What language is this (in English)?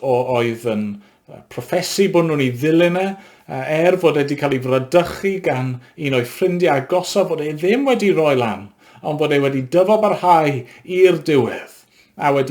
Welsh